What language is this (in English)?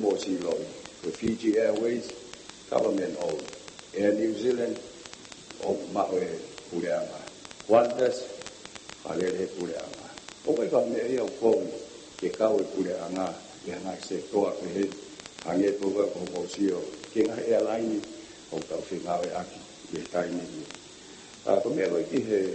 Tongan